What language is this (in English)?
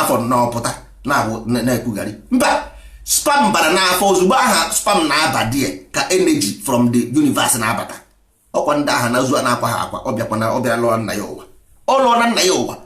Igbo